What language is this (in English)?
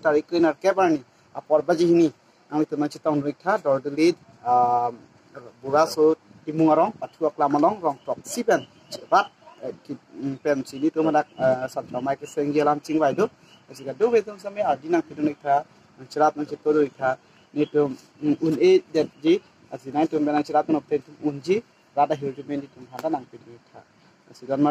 Karbi